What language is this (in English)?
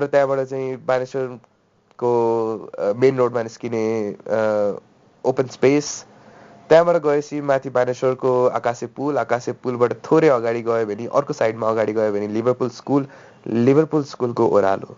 Nepali